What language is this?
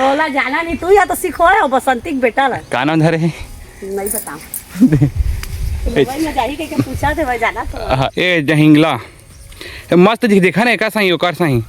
Chhattisgarhi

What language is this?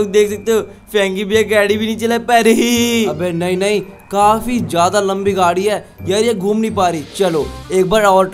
Hindi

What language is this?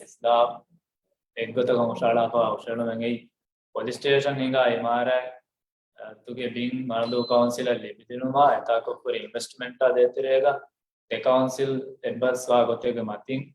Divehi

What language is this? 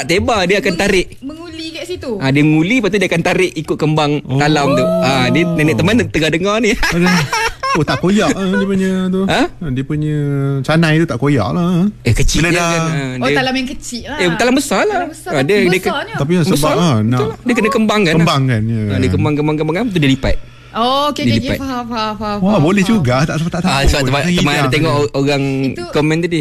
Malay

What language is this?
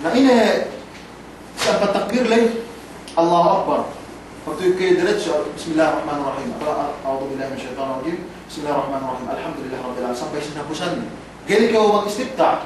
Yakan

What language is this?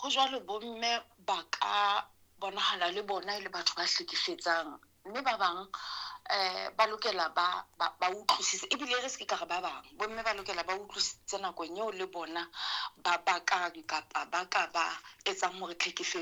Southern Sotho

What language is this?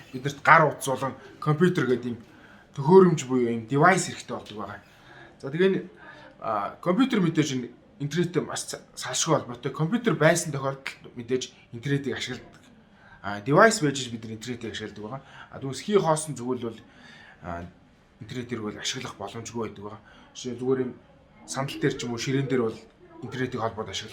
Mongolian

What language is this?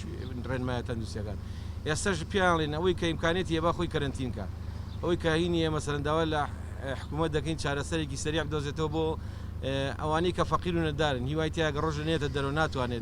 Central Kurdish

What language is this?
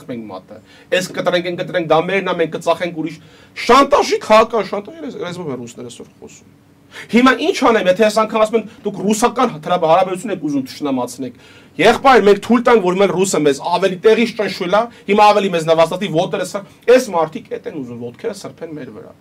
Armenian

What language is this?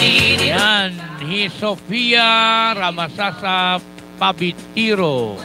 Waray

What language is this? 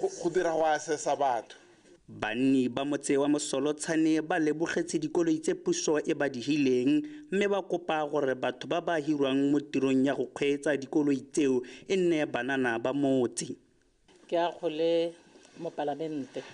Tswana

